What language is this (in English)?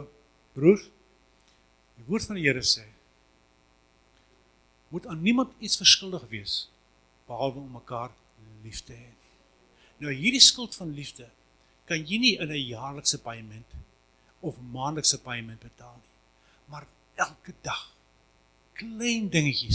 Afrikaans